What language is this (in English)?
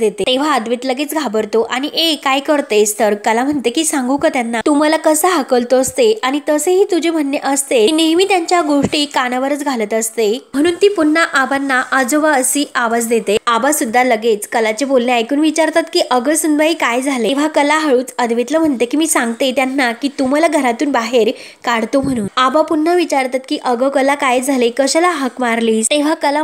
Marathi